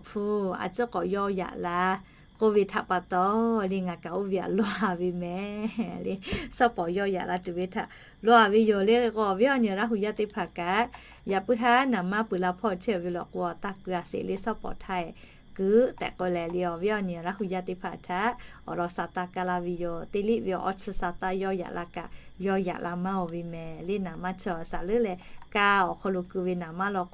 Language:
Lahu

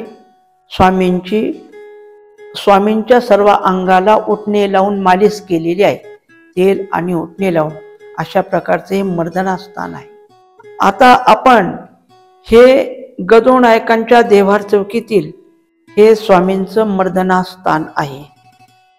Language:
Marathi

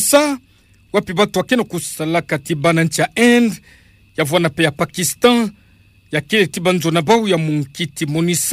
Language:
Kituba (Democratic Republic of Congo)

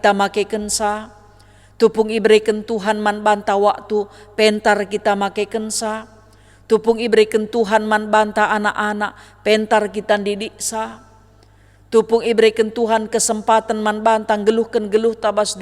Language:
Batak Karo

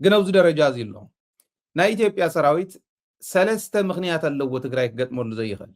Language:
Tigrinya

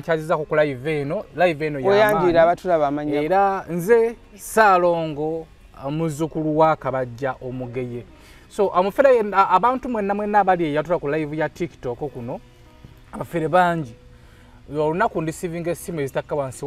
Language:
Ganda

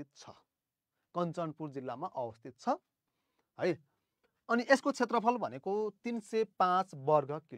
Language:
Nepali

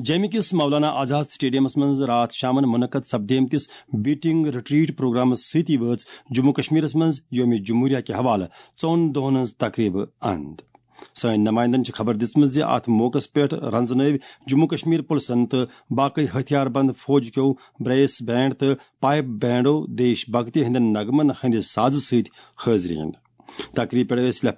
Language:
Kashmiri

